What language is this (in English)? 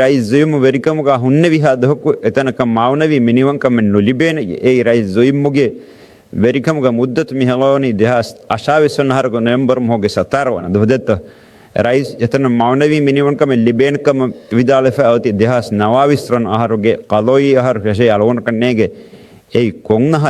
Divehi